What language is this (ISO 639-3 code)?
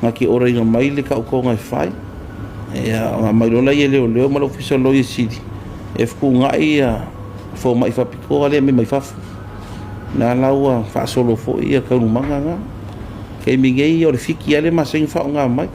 smo